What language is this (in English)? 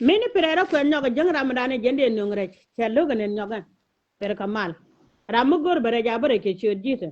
Nuer